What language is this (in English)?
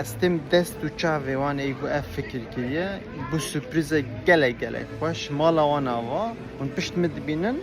Kurdish